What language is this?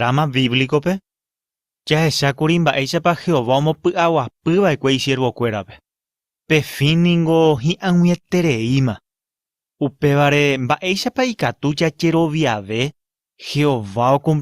Guarani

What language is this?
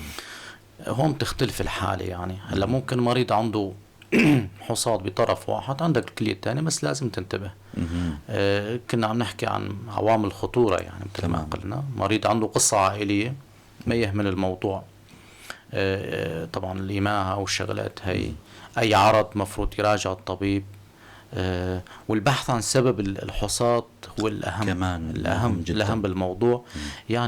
North Levantine Arabic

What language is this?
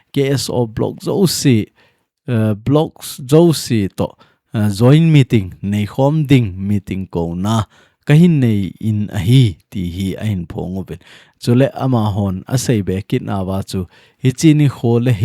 Thado Chin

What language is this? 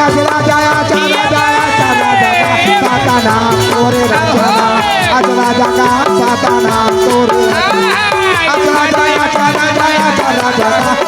Chhattisgarhi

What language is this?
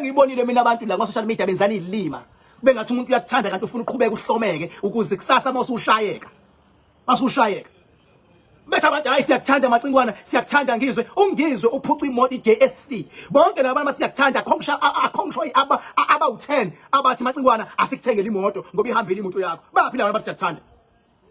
Zulu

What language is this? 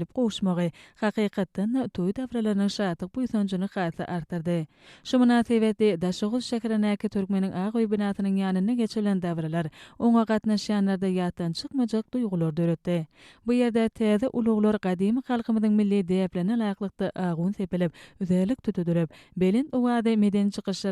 Turkmen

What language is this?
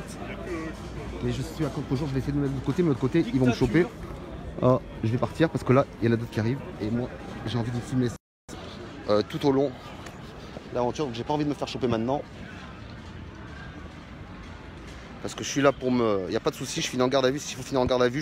French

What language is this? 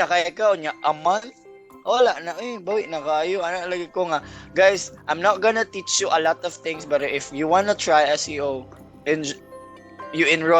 Cebuano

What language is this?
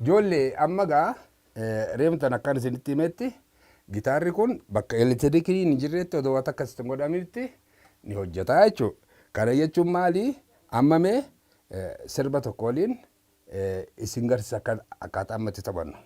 Oromo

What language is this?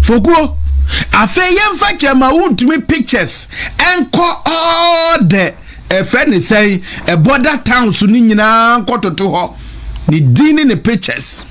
Akan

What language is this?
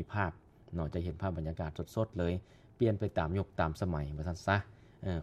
Lao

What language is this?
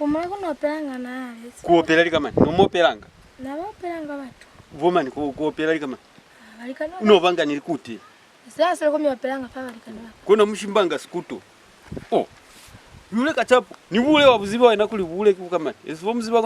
Lozi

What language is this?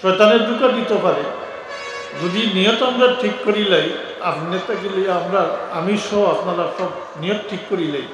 Sylheti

